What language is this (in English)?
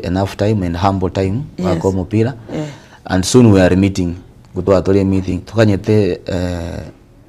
Gusii